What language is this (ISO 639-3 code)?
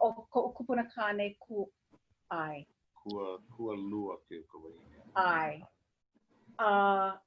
haw